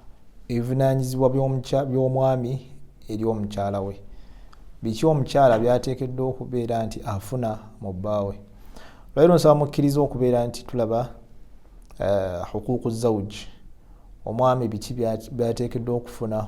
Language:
Ganda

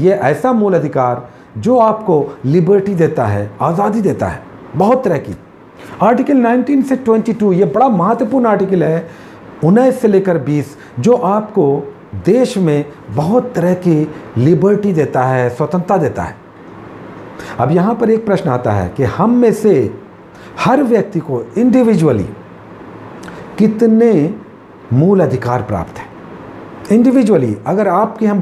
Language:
Hindi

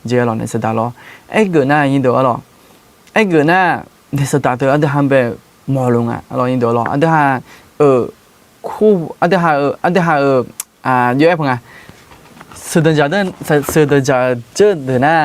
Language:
Akha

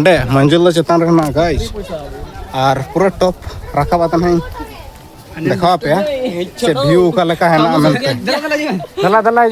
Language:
Santali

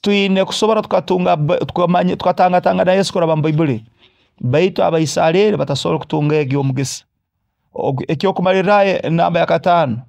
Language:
Nyoro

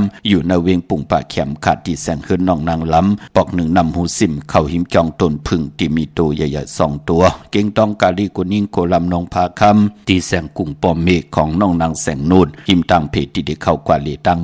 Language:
Shan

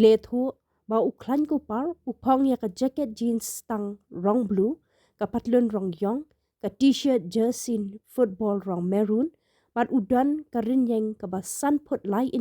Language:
Khasi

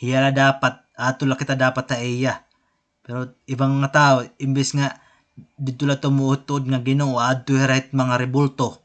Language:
Waray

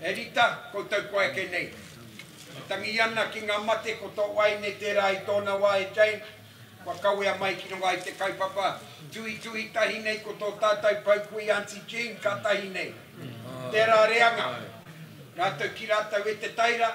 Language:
Māori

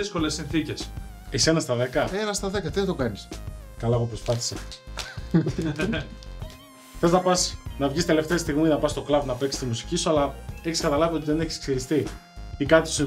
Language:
Greek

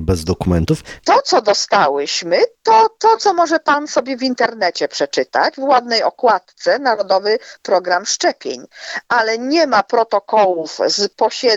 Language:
Polish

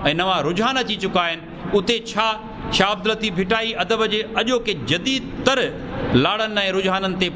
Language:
Sindhi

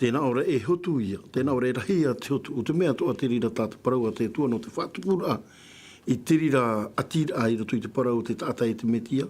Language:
Tahitian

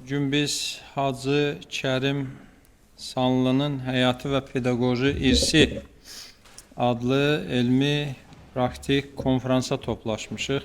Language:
Azerbaijani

